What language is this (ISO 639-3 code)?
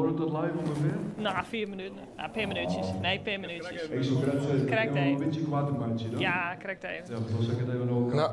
fry